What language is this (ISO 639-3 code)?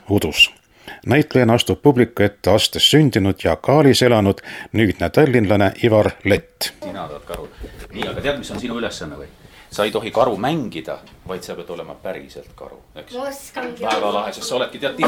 est